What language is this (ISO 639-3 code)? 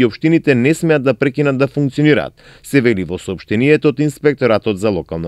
mkd